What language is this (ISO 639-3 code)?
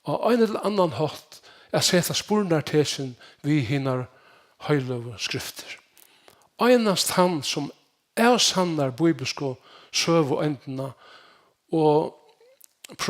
fao